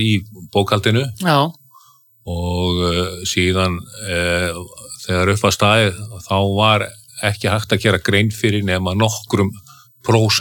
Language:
Icelandic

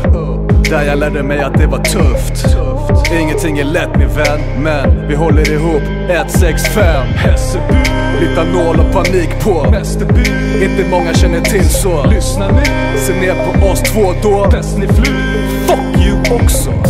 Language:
Swedish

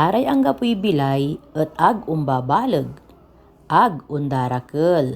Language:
Pangasinan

